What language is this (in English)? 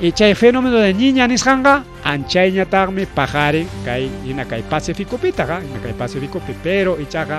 Ayacucho Quechua